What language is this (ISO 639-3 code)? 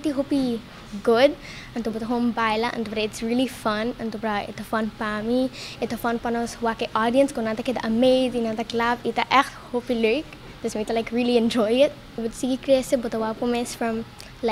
pap